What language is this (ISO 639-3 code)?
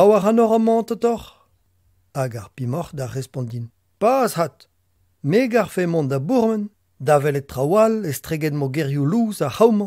bre